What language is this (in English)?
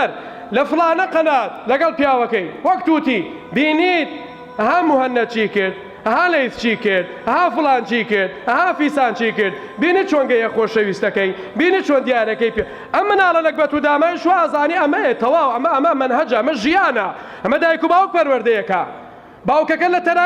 Central Kurdish